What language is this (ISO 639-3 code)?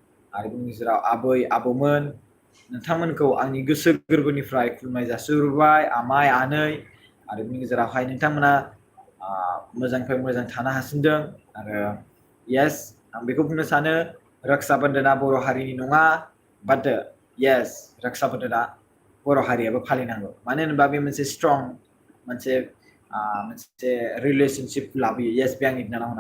brx